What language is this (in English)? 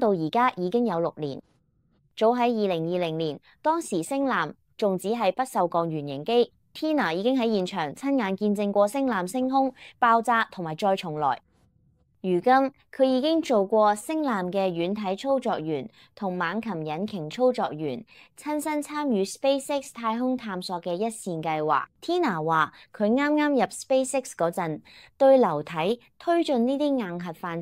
Cantonese